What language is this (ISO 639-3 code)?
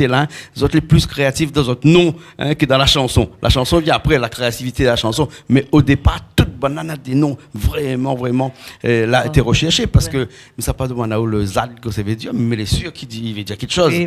rcf